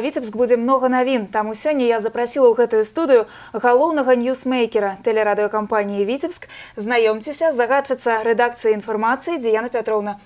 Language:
Belarusian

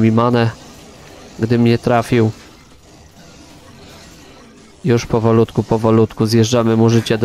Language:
Polish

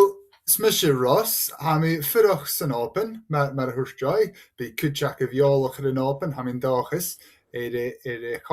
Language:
Scottish Gaelic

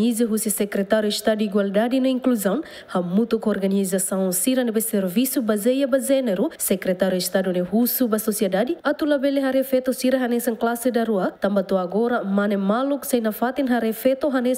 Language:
Tetum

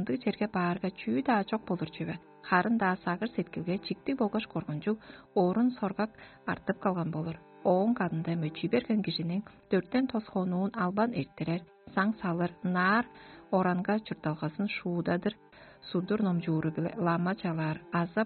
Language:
Tuvinian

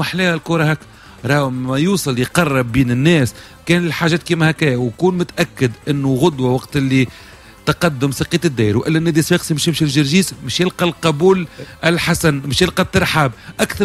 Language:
Tunisian Arabic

